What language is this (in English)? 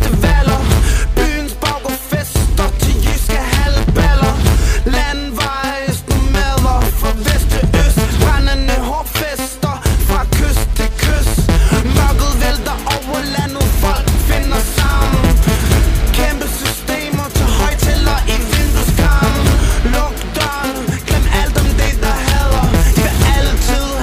Danish